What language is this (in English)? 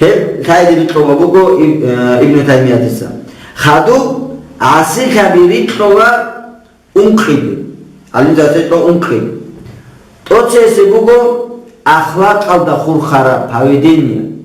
Avaric